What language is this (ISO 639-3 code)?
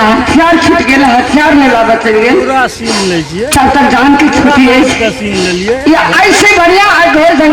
mai